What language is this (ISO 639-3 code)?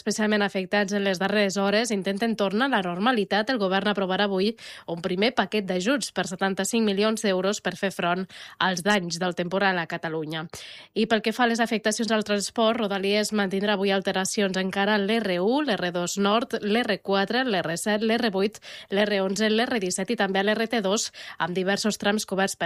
cat